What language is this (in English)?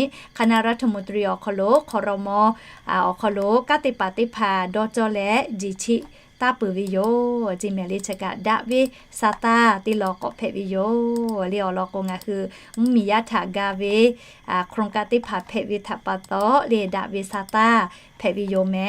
Lahu